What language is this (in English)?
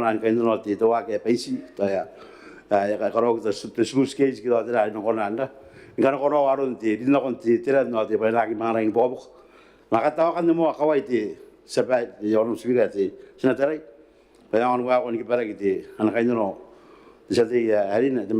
Gilbertese